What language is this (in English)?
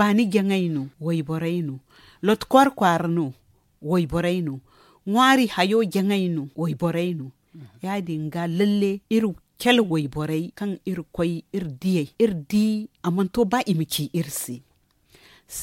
Zarma